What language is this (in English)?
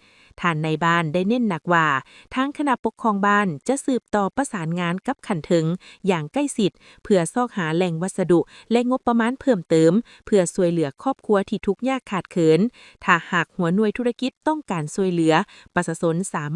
Lao